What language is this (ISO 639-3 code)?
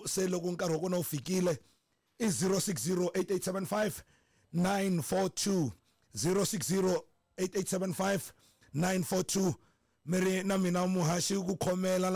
tso